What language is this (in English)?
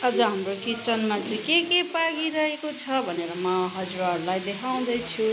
Nepali